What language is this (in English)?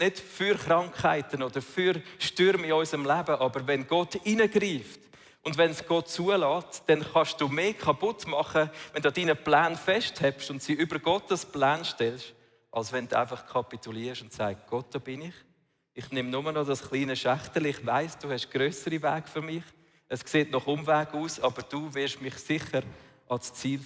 Swiss German